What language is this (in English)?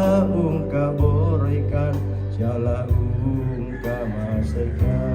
Toraja-Sa'dan